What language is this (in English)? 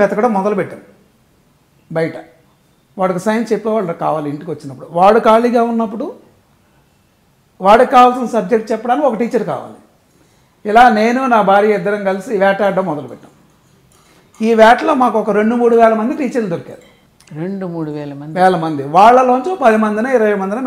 Telugu